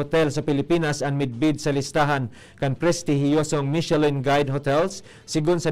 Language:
Bikol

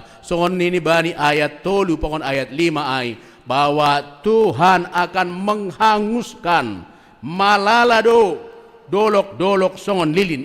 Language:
Batak Simalungun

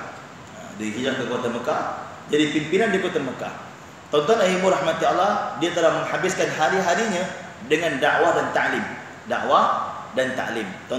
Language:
Malay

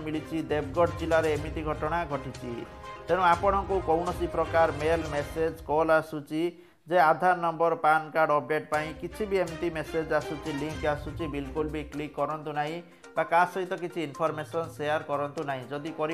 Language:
Odia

